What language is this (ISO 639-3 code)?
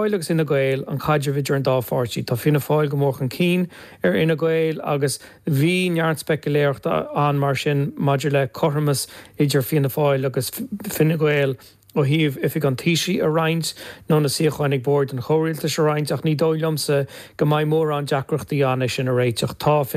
gle